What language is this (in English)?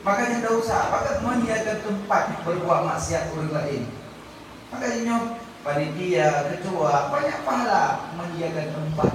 Achinese